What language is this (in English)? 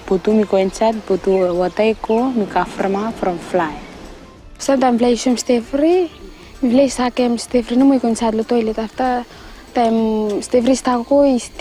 Bislama